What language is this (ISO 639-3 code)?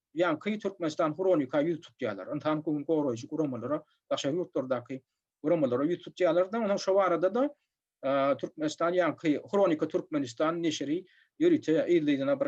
tuk